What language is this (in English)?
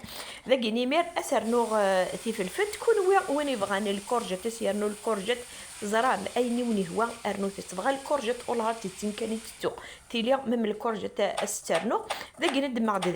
Kabyle